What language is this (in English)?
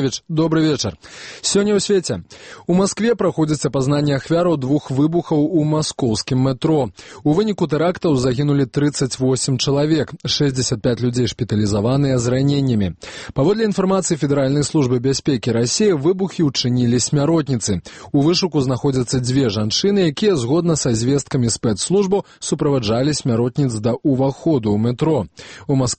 Belarusian